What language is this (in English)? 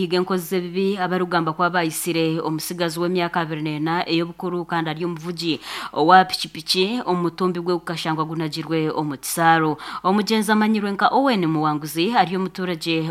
Nyankole